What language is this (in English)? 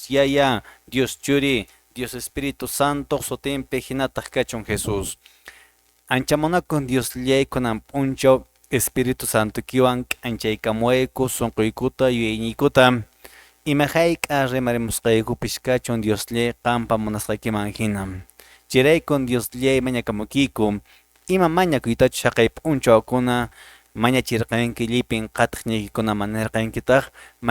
Quechua